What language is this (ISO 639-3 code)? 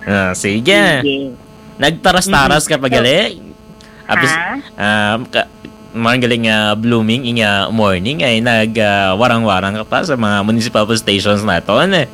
hil